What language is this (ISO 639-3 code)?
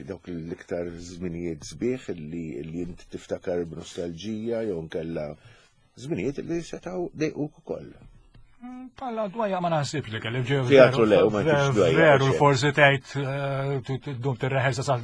mlt